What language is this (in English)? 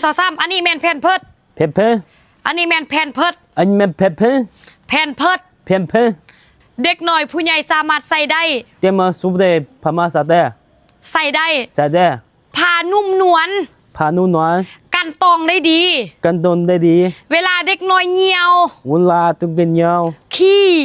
Lao